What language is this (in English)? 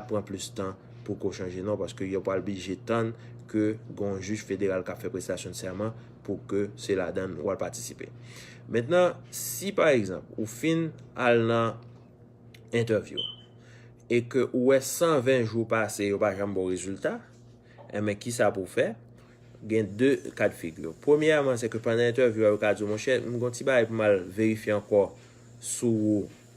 Haitian Creole